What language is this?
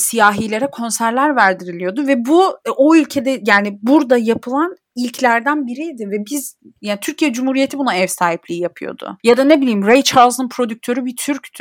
Turkish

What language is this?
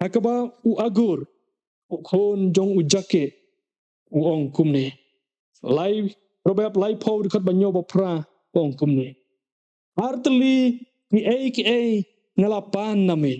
Khasi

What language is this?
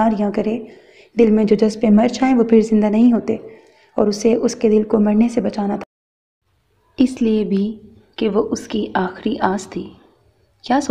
Urdu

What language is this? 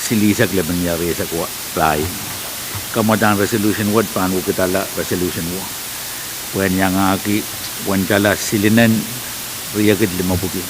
Pohnpeian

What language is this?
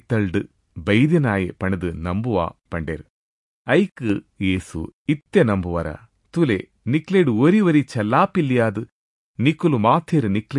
Tulu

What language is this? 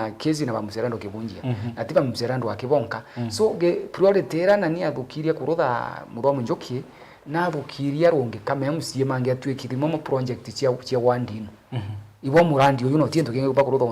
Meru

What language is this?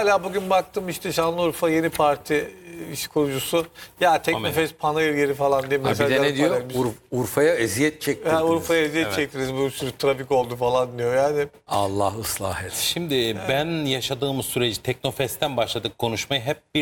Turkish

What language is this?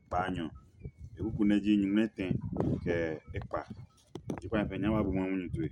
Adangme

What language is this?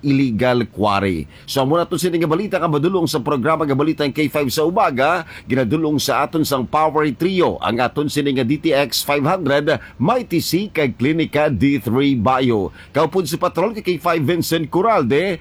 Hiligaynon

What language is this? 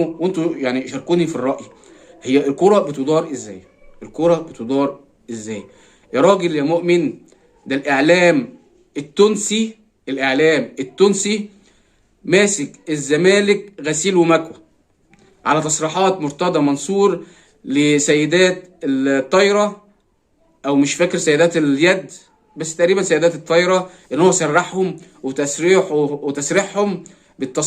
Egyptian Arabic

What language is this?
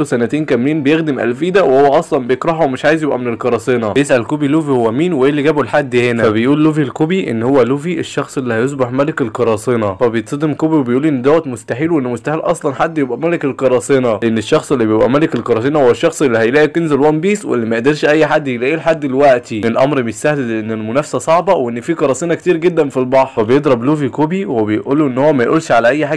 Egyptian Arabic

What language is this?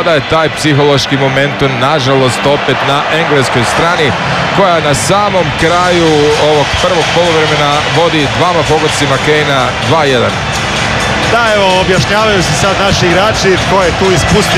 Croatian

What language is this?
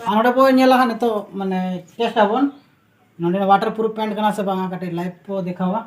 Santali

